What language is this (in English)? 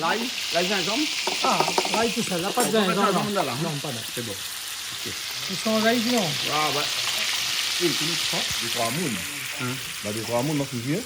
Réunion Creole French